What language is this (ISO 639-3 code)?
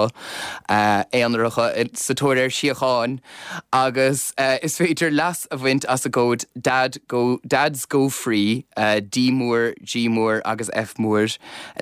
gle